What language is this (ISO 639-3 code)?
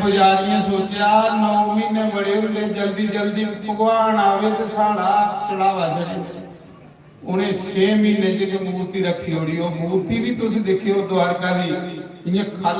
doi